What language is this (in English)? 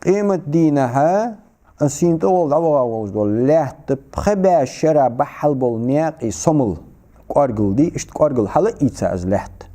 Ingush